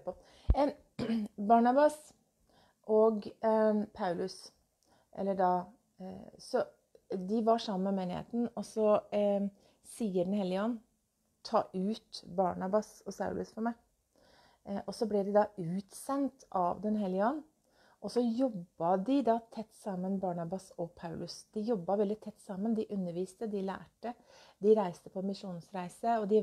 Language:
Norwegian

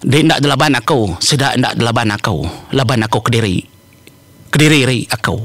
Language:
Iban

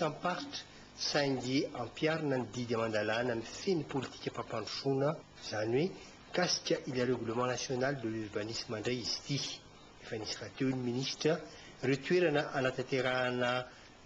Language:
Malagasy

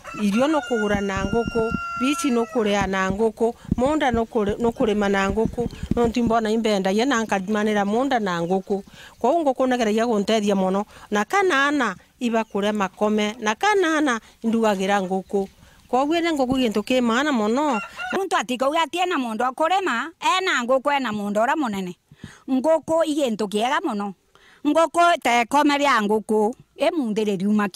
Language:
Meru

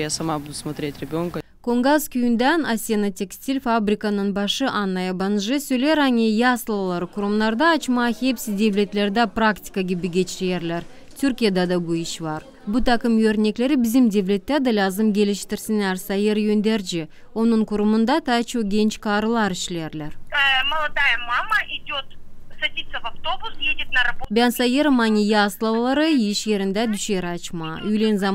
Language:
Gagauz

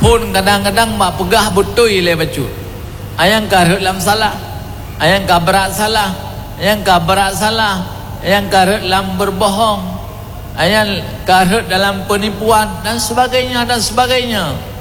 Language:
Achinese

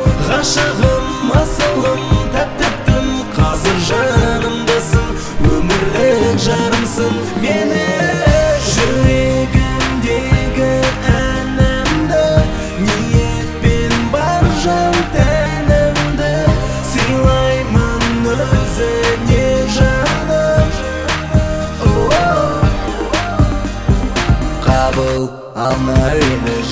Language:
Kazakh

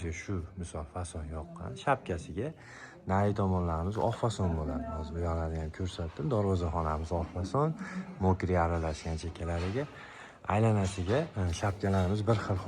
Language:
Uzbek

